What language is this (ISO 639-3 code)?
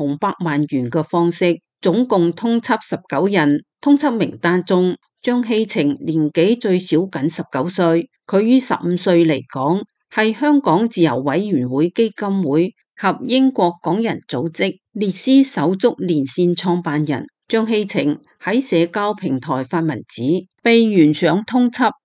yue